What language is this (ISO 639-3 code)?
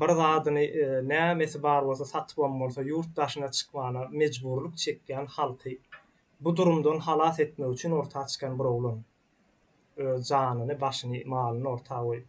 tuk